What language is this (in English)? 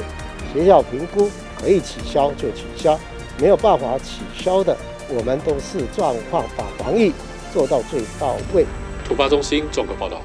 Chinese